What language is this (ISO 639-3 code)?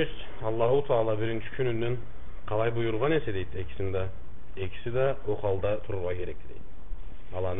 krc